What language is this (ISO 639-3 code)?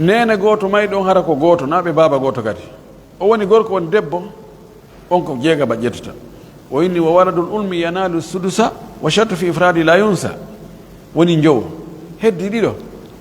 fuf